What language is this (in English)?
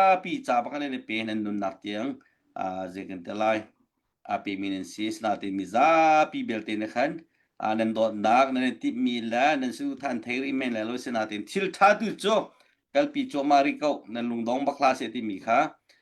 Hakha Chin